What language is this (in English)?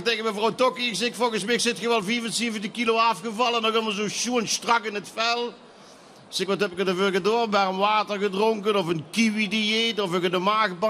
Limburgish